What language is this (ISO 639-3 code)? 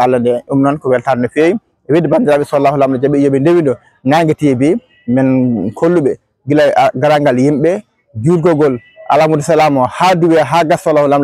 ful